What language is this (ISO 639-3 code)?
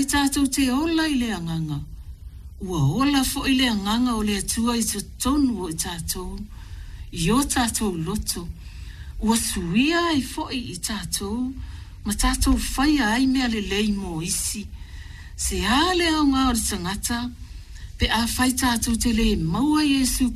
smo